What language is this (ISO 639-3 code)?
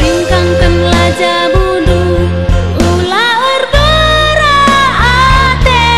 btx